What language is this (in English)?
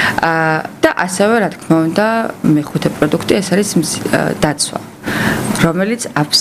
Georgian